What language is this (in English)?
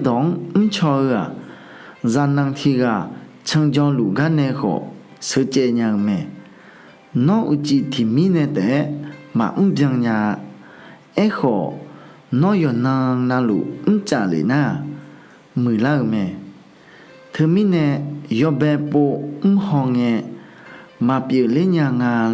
Akha